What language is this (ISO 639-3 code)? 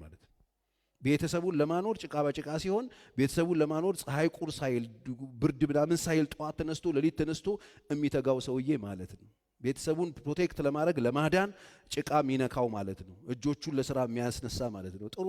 amh